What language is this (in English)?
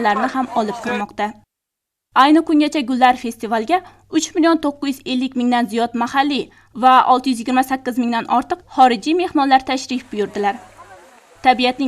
Uzbek